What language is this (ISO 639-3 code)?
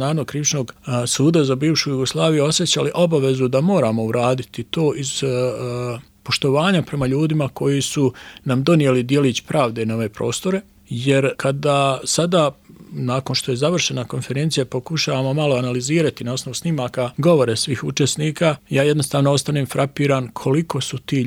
bos